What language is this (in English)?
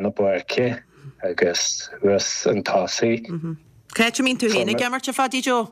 Irish